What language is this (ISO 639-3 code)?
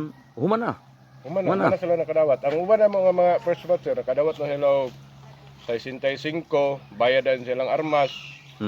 ceb